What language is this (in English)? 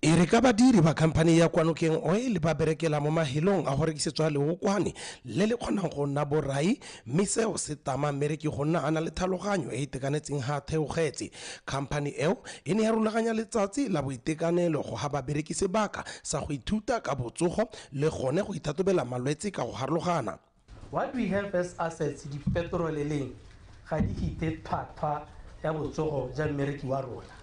Tswana